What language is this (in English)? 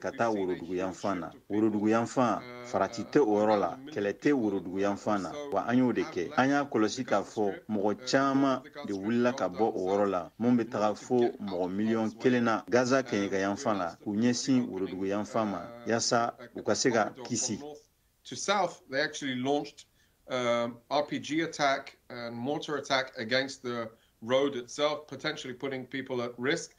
Bambara